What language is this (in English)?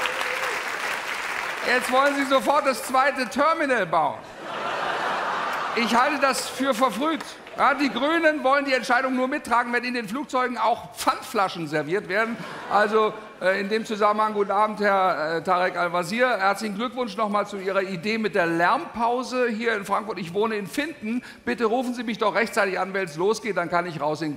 German